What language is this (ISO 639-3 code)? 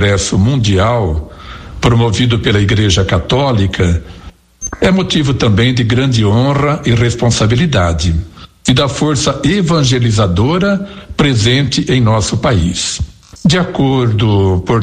por